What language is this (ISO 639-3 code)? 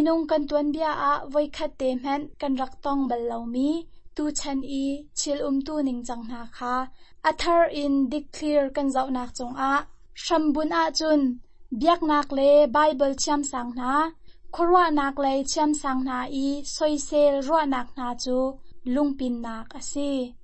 cnh